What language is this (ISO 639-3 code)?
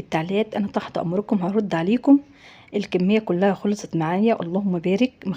arz